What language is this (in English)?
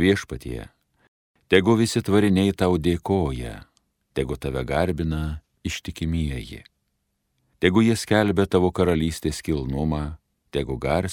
Lithuanian